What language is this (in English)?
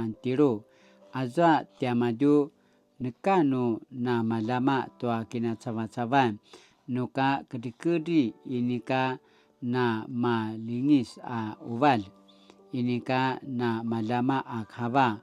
Paiwan